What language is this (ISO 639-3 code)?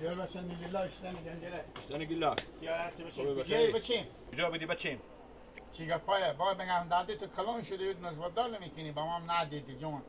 haz